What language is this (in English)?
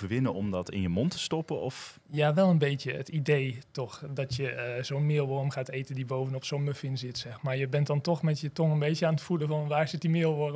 Dutch